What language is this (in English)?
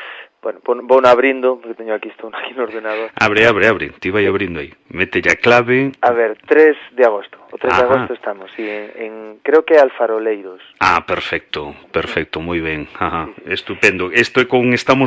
Galician